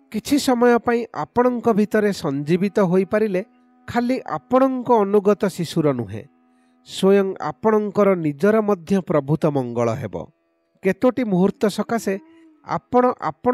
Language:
Odia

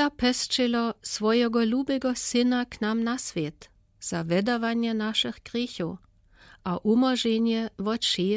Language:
Lower Sorbian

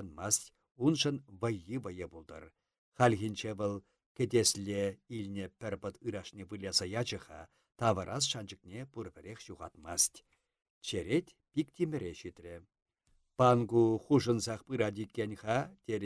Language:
Chuvash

